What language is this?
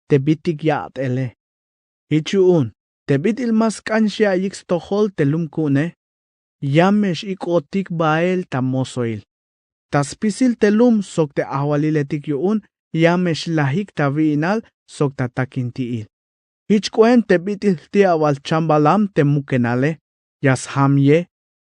Tzeltal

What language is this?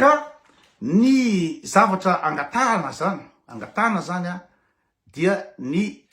Malagasy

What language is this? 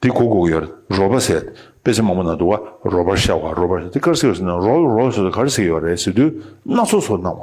Tibetan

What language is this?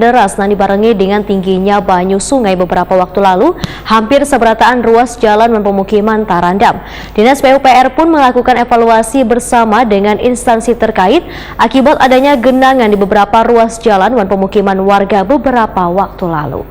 Banjar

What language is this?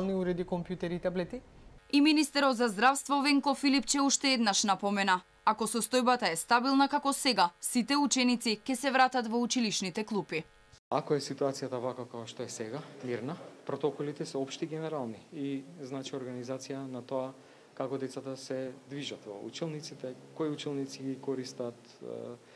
Macedonian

